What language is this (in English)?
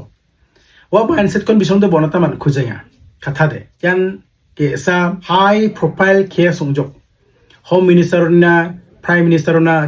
Garo